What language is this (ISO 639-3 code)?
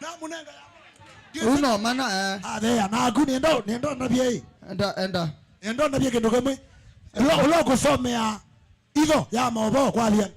kam